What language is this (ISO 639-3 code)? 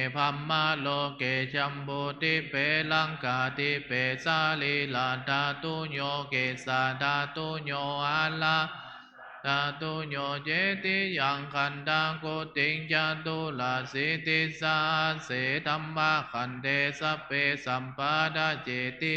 pli